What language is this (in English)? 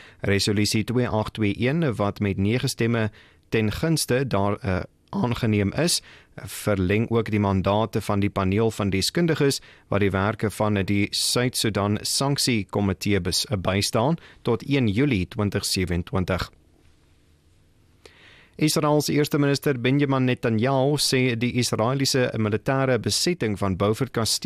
Afrikaans